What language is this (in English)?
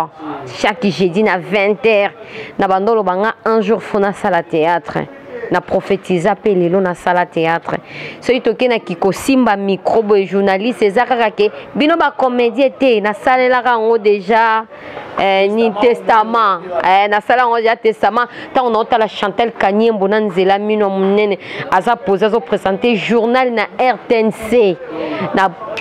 Lingala